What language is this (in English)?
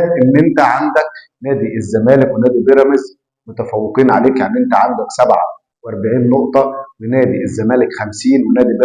Egyptian Arabic